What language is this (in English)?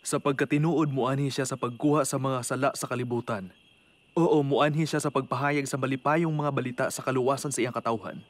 Cebuano